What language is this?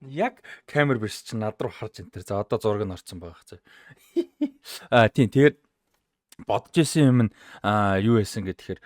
Mongolian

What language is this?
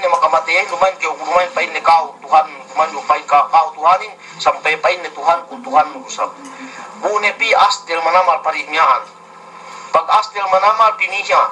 Yakan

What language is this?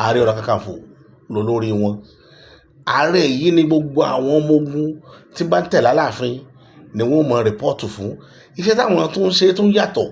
Yoruba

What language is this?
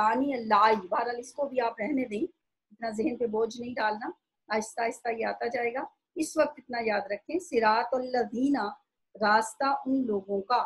Urdu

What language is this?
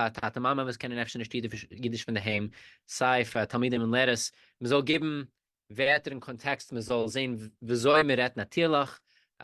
Yiddish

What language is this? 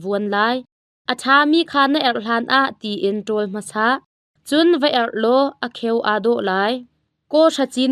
Hakha Chin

